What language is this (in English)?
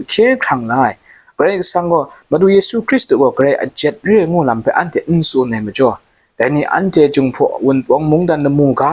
Kachin